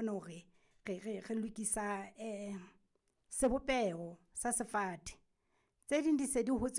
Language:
Southern Sotho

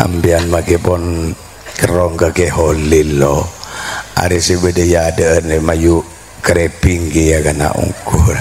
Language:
Madurese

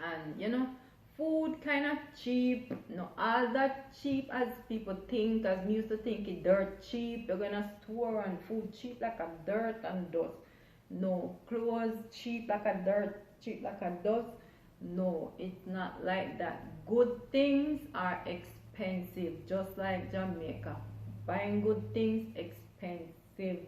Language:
Jamaican Creole English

